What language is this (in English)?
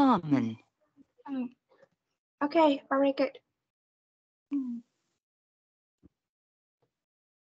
Vietnamese